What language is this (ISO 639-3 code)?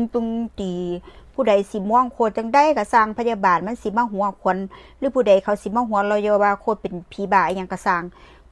tts